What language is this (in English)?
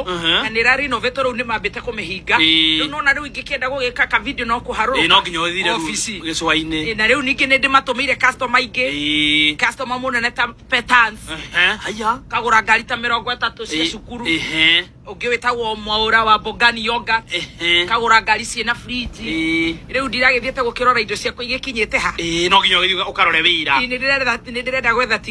Kikuyu